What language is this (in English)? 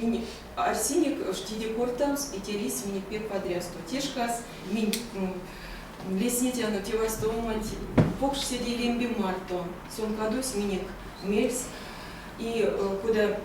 Erzya